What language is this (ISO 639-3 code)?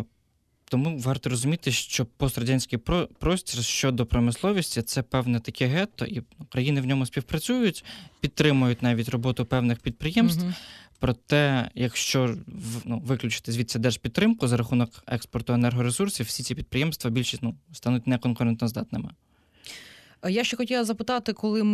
ukr